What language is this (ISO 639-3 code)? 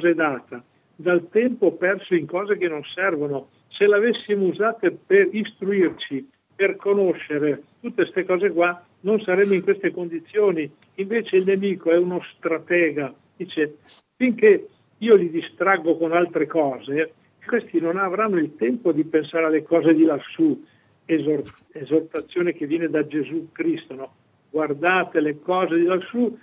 ita